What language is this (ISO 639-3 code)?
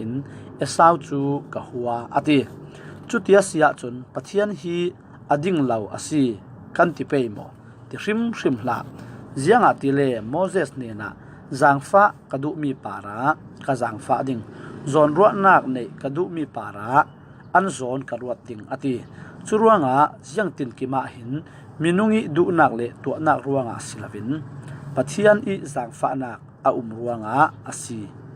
cfm